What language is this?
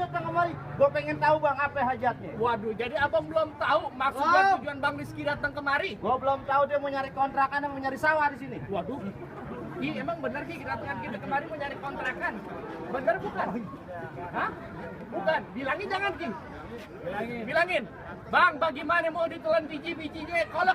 Betawi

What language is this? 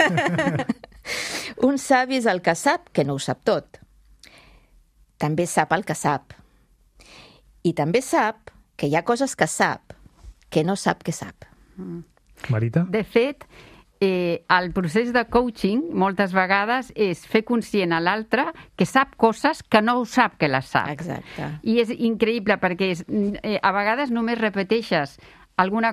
Catalan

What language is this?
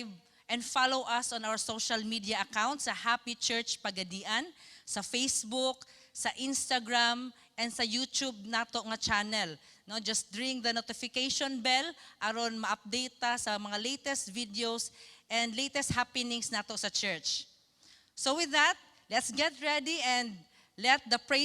Cebuano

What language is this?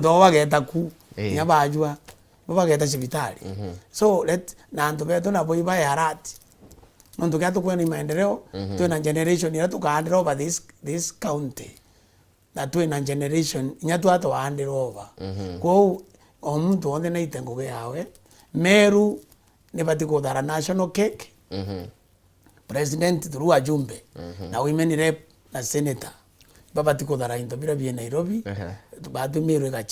Meru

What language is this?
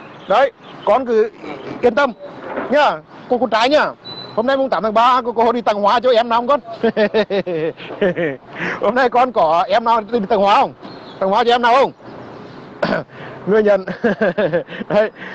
Vietnamese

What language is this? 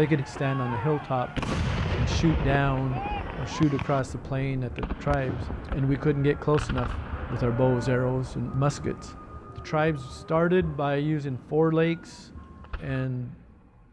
English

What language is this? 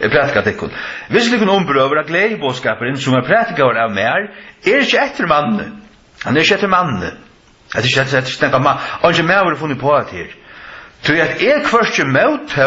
Faroese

